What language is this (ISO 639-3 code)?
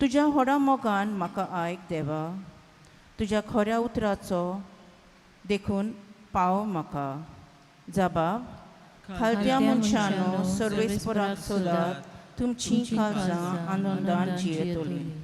kok